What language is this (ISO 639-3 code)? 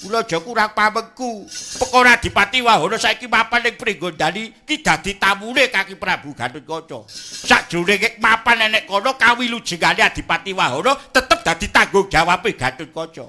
jav